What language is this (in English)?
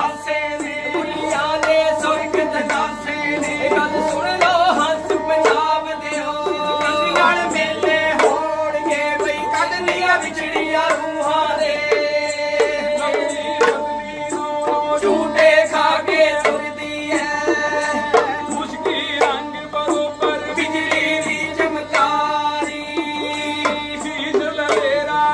Punjabi